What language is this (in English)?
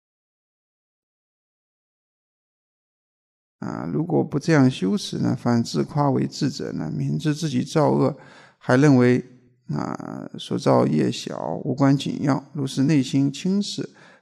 Chinese